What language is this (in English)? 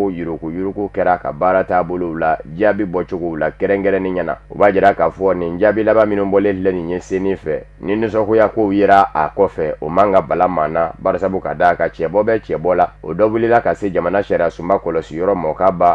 Bambara